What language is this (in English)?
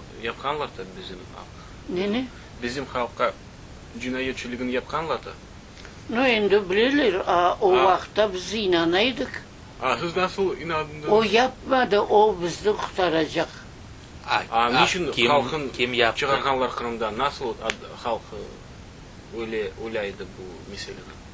Crimean Tatar